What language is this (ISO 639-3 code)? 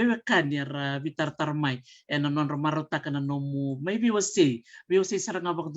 fij